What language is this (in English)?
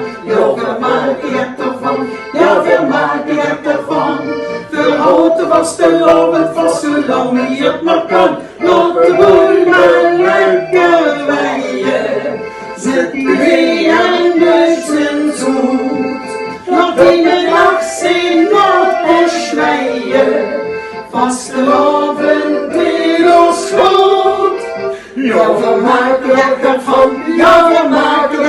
Limburgish